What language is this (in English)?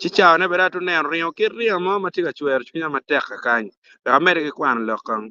Acoli